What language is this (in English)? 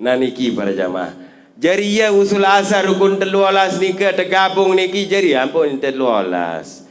Sasak